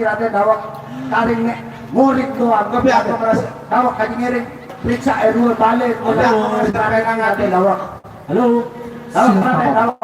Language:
Sasak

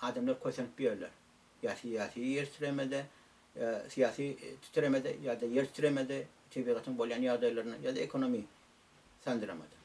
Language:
Turkmen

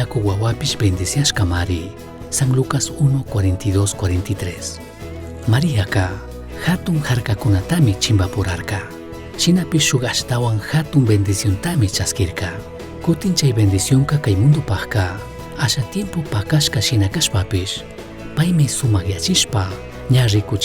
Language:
Chimborazo Highland Quichua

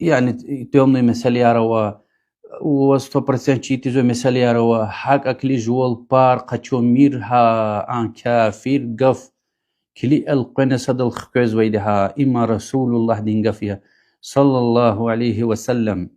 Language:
Lezghian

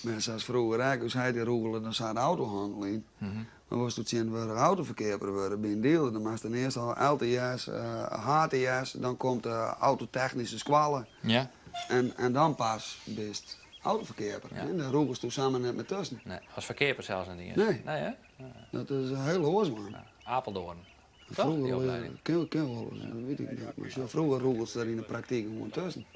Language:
Western Frisian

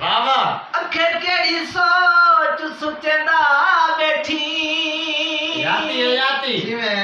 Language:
Saraiki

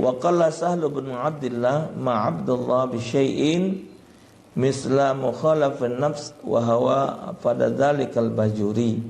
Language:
Musi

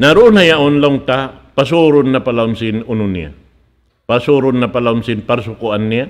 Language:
Tausug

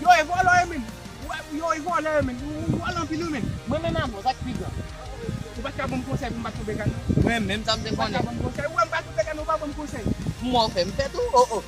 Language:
Haitian Creole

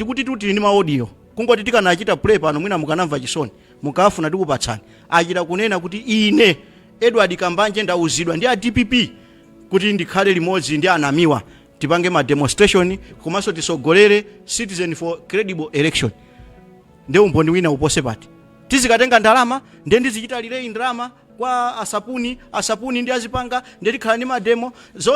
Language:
Nyanja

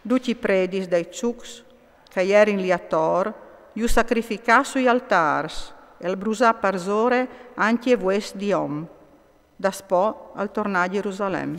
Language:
Friulian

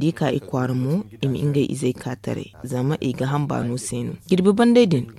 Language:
Zarma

